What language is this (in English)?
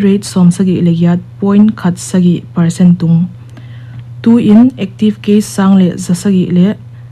Paite Chin